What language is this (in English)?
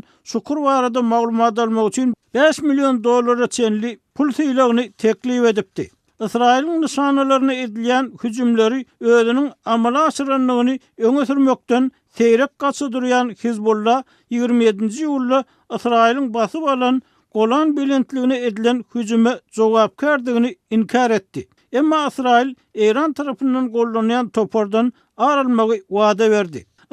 Turkmen